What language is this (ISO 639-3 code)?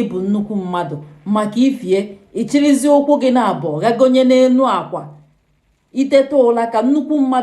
ibo